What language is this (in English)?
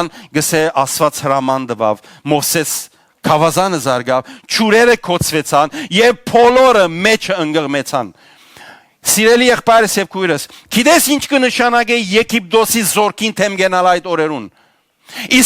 Western Armenian